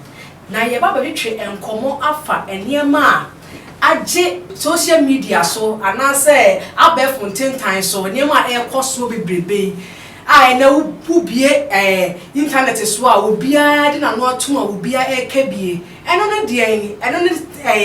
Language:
Akan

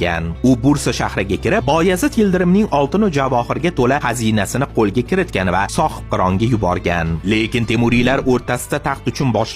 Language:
Uzbek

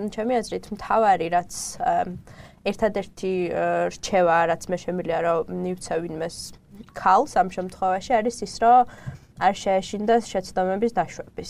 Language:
Georgian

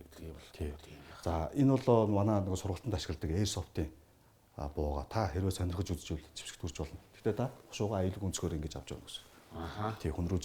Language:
Mongolian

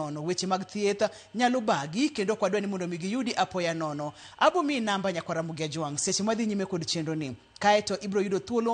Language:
Luo (Kenya and Tanzania)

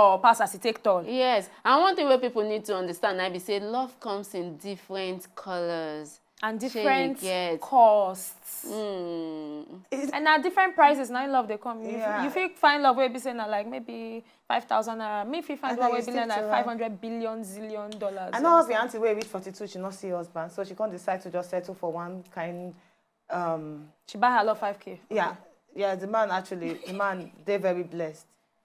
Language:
Nigerian Pidgin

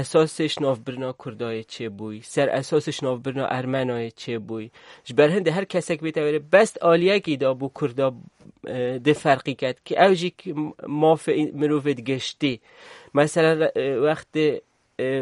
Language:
Kurdish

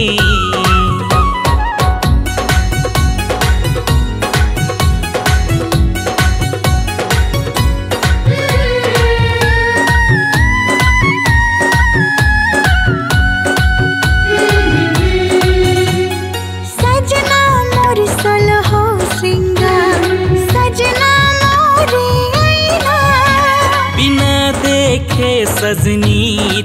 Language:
Bhojpuri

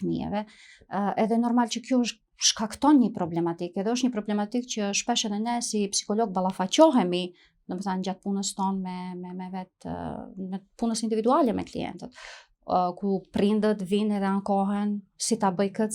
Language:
Albanian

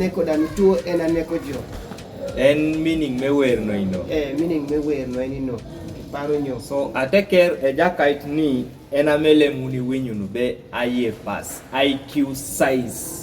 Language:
Kumam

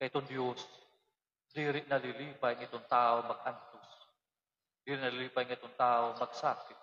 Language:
Waray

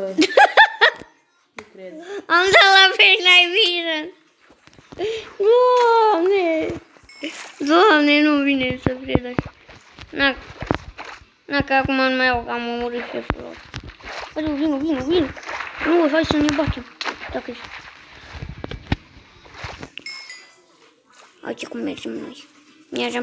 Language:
Romanian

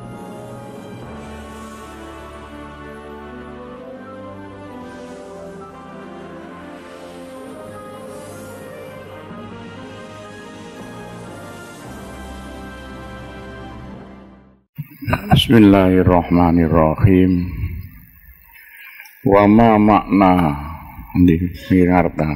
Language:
Javanese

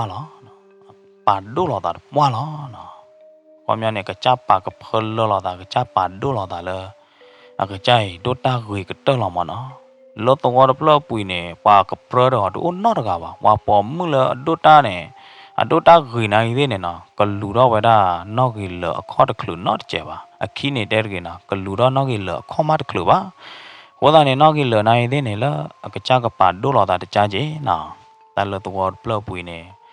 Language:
S'gaw Karen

